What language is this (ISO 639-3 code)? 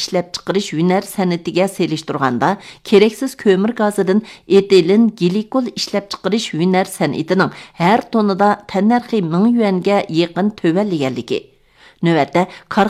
uig